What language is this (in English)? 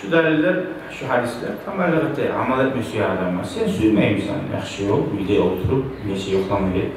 Kumyk